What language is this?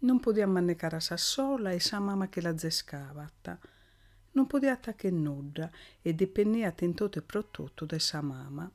Sardinian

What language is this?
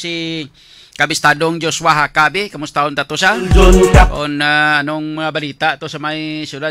Hiligaynon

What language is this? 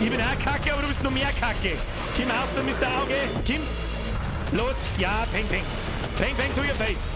Bavarian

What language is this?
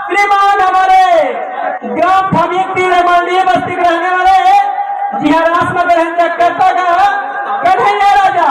Chhattisgarhi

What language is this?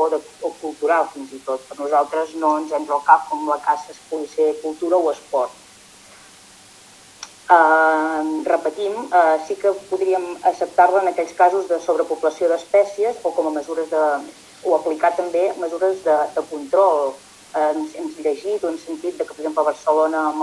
Catalan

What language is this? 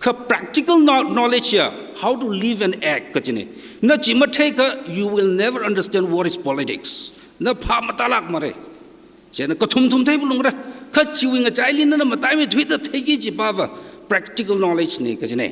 Tangkhul Naga (India)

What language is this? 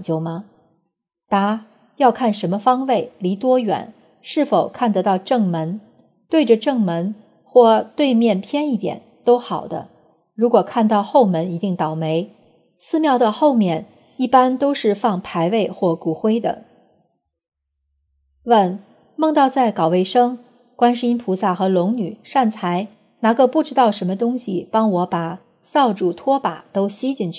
Chinese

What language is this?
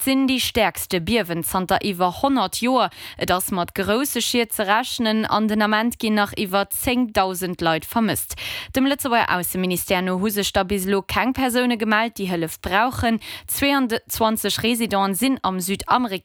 Luxembourgish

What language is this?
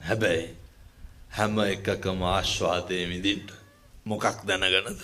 Sinhala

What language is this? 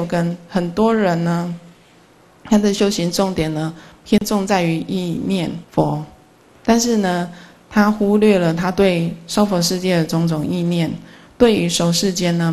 Chinese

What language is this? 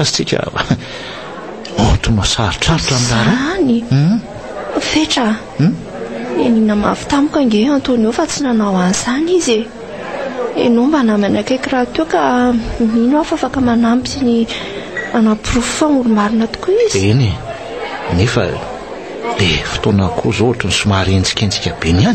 Malagasy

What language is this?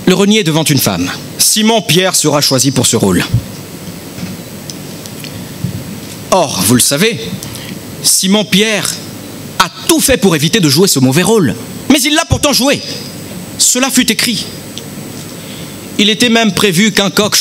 French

